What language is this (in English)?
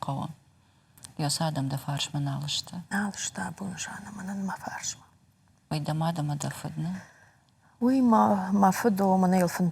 Ossetic